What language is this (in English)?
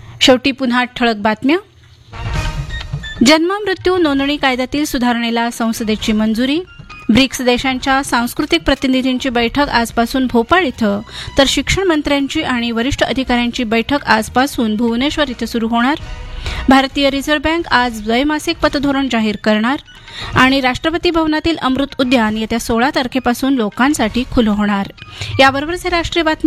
Marathi